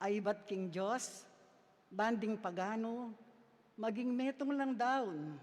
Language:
Pampanga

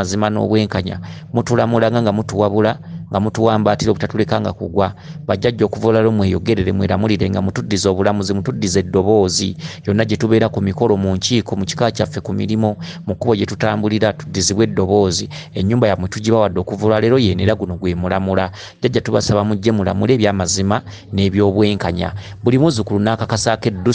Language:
Ganda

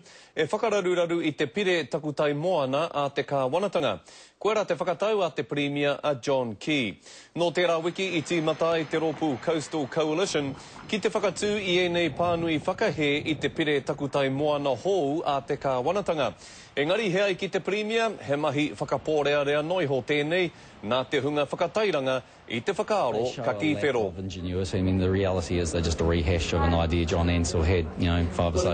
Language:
Māori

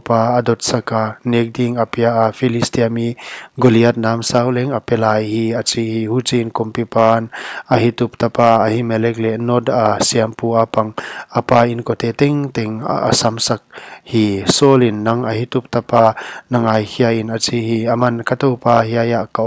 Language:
Paite Chin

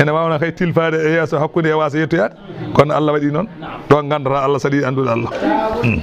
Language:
Fula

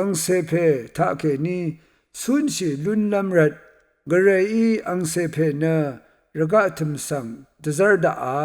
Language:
Rawang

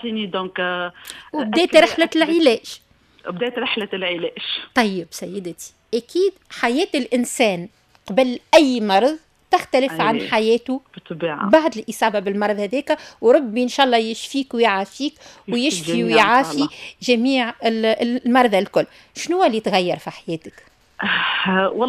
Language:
Tunisian Arabic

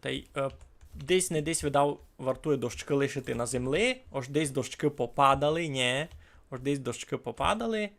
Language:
Rusyn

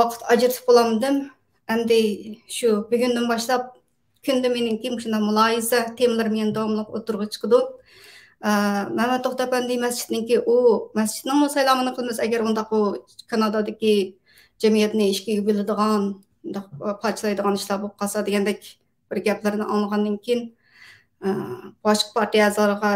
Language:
Uyghur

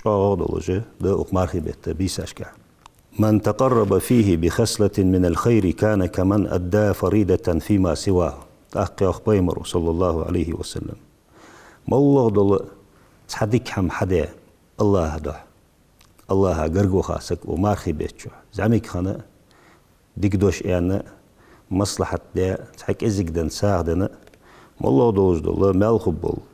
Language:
Ingush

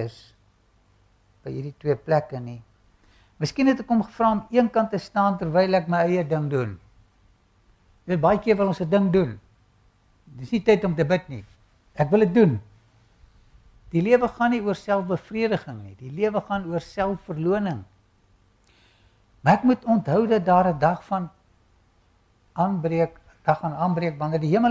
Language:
Afrikaans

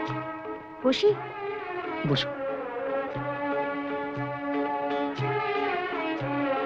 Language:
Bangla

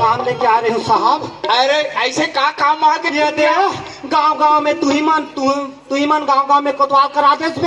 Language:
Chhattisgarhi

